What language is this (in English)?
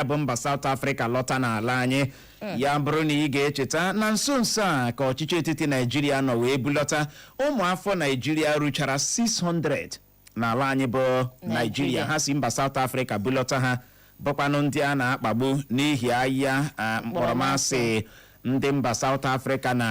Igbo